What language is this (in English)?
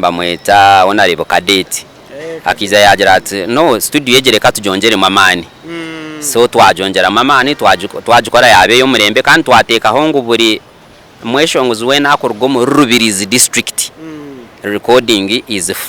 Nyankole